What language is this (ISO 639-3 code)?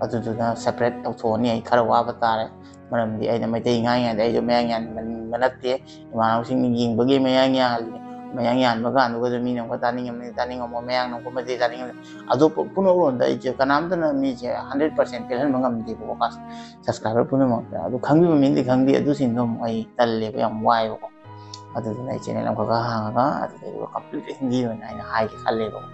mni